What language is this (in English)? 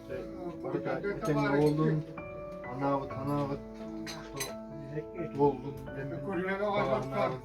Yakut